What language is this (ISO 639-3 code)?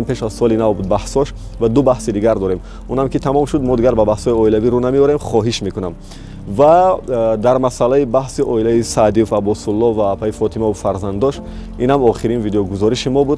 tgk